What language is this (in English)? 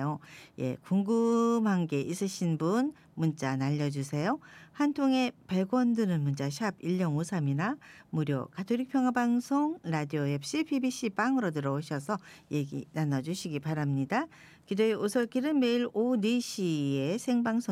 Korean